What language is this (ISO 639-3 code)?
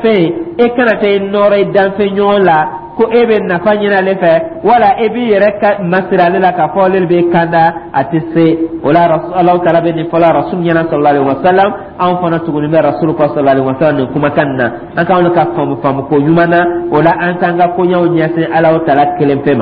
dyu